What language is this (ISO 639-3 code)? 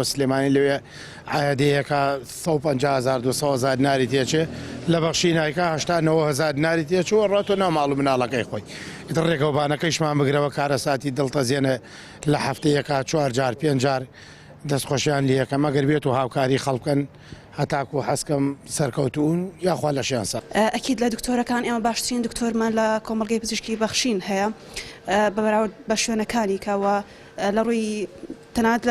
ckb